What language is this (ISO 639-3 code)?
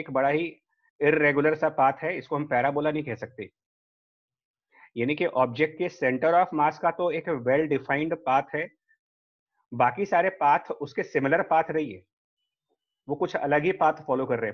hin